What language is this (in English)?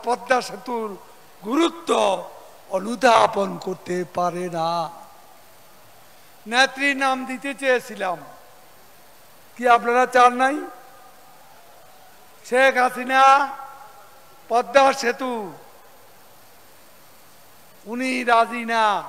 Bangla